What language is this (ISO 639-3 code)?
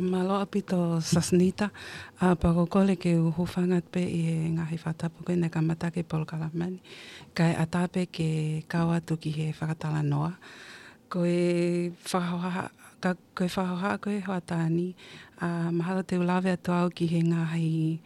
ton